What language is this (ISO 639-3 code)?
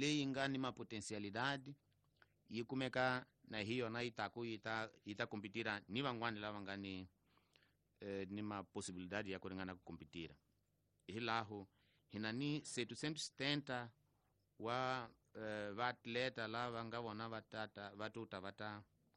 tso